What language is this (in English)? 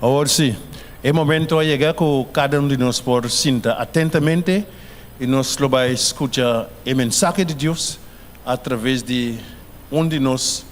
Papiamento